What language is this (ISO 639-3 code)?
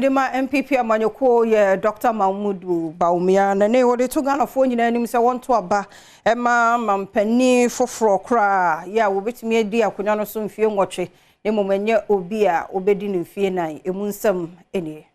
aka